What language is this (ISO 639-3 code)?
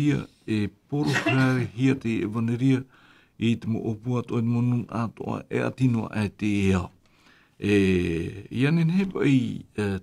tah